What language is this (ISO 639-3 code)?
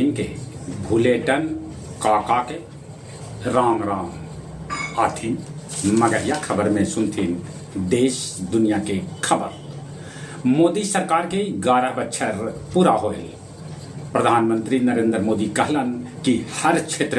mag